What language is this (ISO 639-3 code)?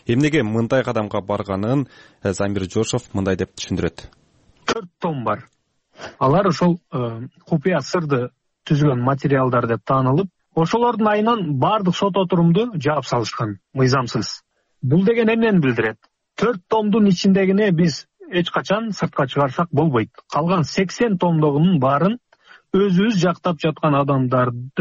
kir